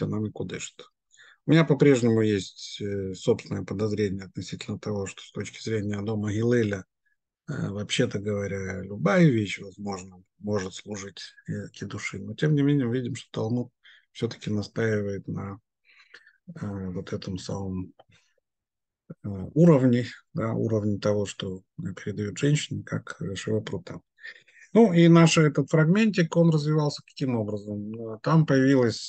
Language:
Russian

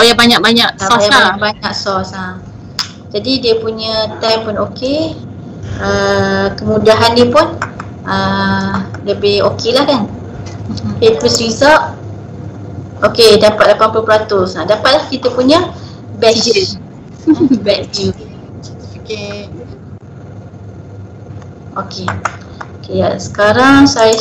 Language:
Malay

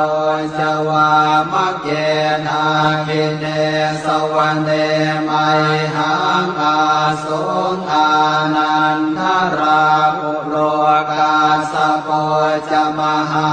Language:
Pali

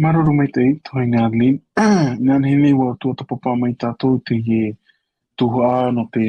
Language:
Tahitian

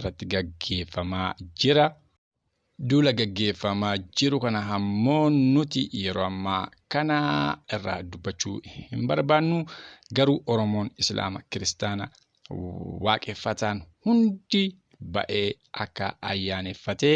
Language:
Oromo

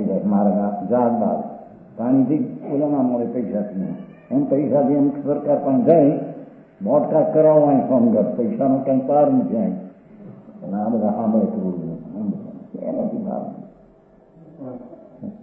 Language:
Gujarati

